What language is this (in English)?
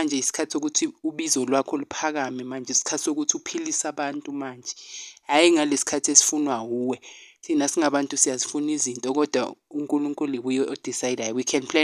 Zulu